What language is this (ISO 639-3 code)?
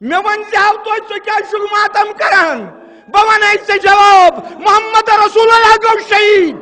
kas